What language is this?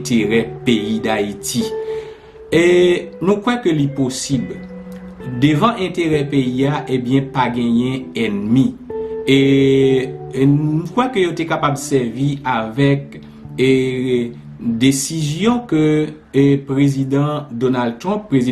Haitian Creole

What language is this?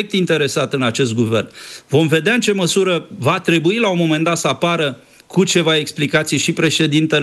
Romanian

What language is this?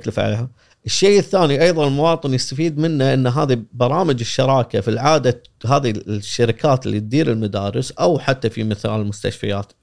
Gulf Arabic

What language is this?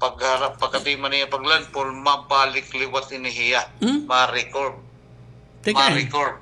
Waray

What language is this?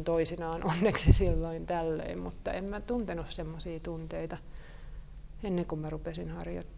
Finnish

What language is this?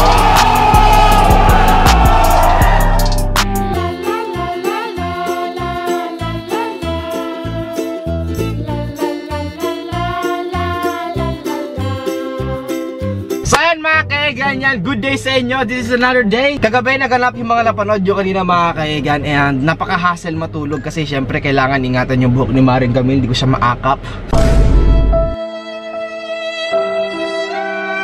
Filipino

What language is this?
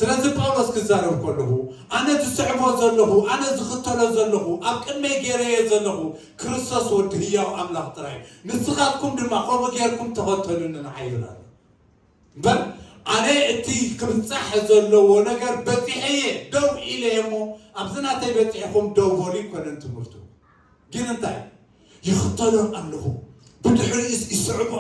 Tigrinya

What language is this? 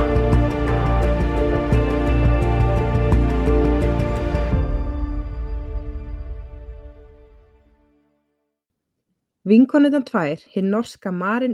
Icelandic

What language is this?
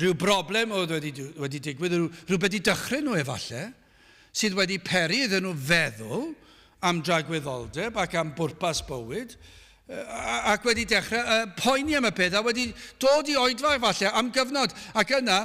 Welsh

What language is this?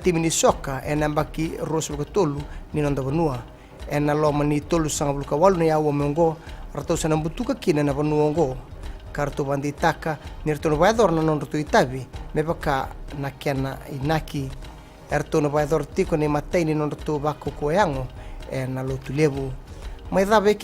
Fijian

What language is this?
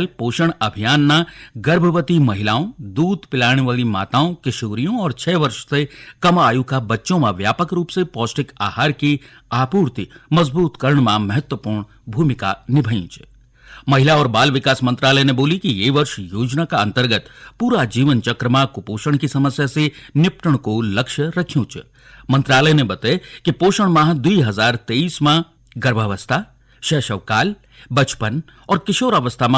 Garhwali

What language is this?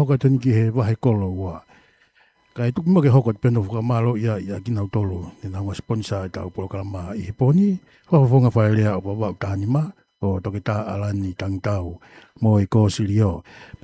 Tongan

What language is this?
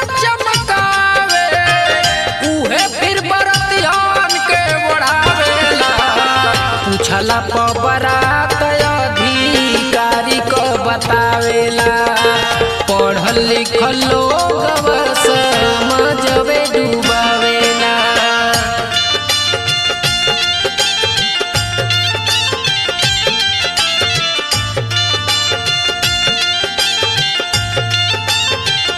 Bhojpuri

